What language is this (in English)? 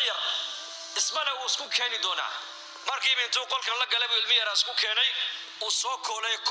Somali